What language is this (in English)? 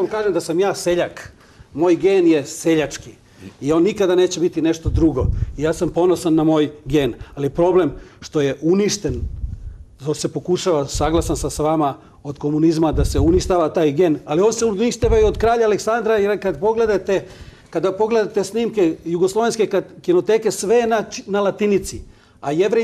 Serbian